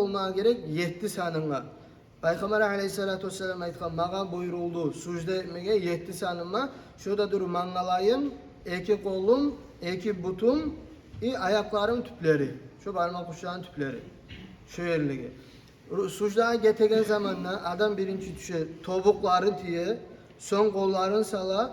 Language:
Kumyk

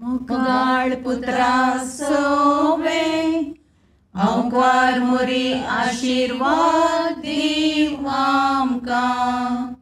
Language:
Konkani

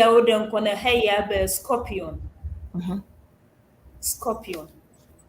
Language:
Ewe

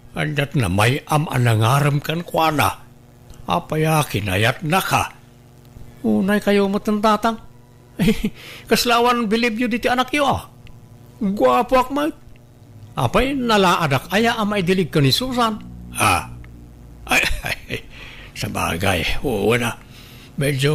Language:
Iloko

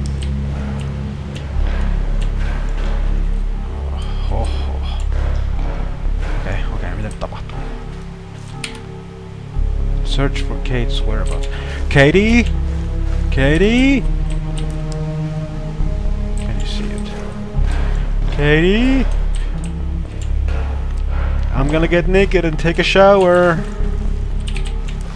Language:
Finnish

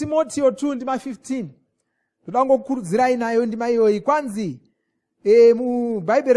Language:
Shona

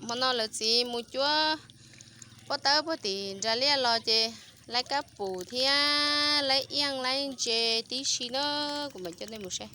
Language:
Hmong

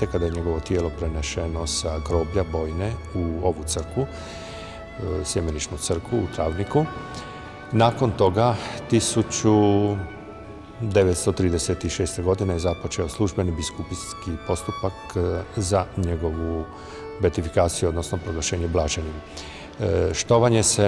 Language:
Croatian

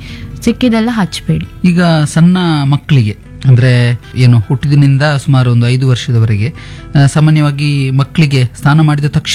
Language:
Kannada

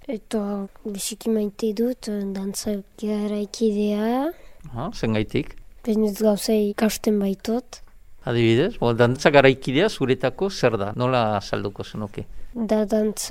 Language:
Basque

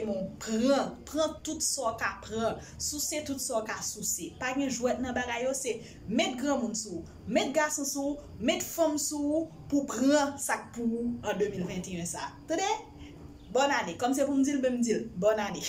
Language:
Haitian Creole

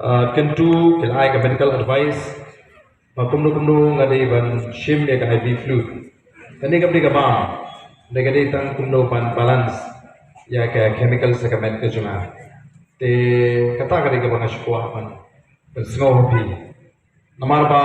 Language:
Khasi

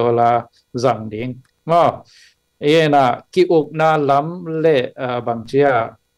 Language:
Tedim Chin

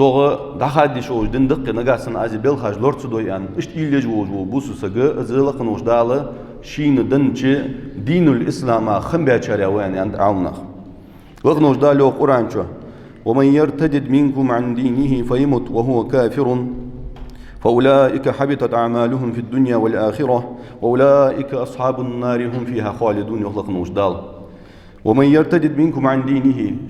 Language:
Ingush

